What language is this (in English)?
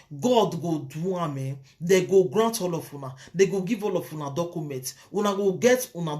Nigerian Pidgin